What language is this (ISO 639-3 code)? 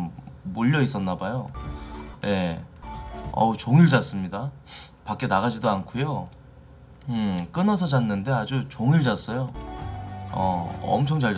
kor